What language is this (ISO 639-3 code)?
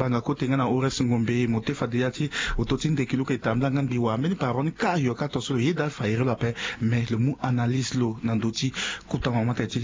sag